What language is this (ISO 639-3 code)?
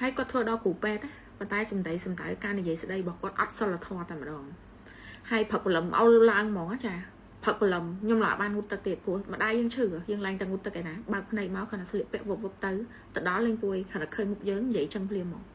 khm